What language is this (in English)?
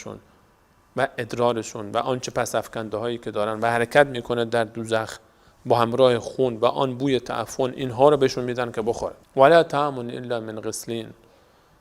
Persian